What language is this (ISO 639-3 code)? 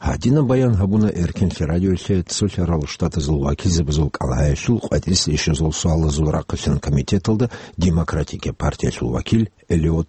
ava